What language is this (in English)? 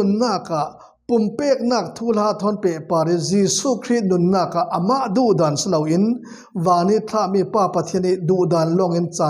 Falam Chin